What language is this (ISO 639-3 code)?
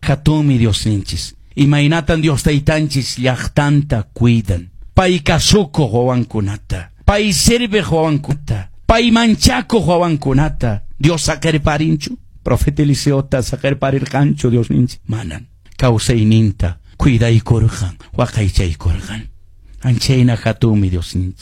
que